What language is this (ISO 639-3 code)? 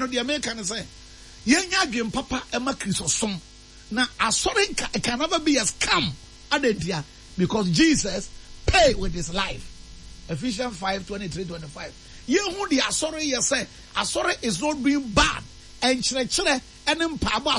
aka